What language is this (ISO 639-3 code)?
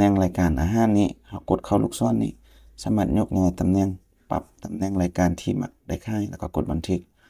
lao